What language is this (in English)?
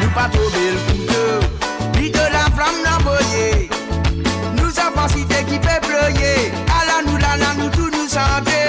Morisyen